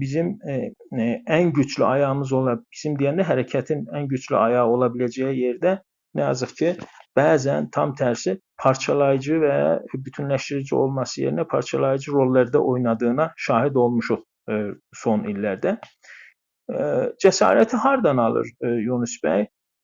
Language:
South Azerbaijani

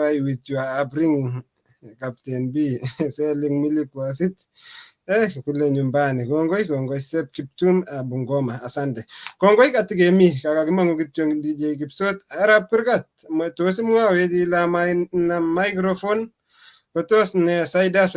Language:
Kalenjin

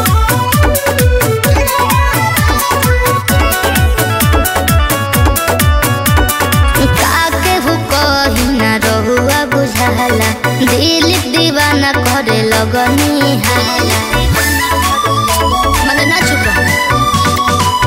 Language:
Bhojpuri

